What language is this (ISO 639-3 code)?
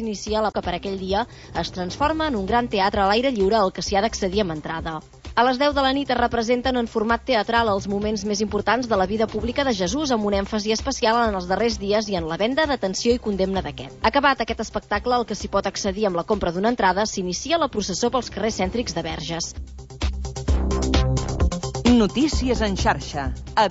cat